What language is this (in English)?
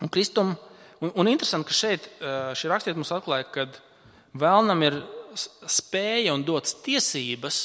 Latvian